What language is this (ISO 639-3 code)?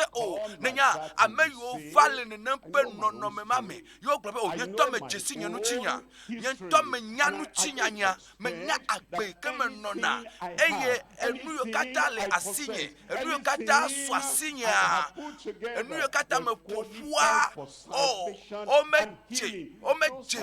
ewe